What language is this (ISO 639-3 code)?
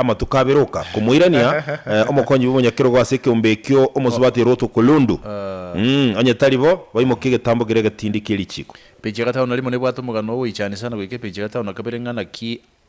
guz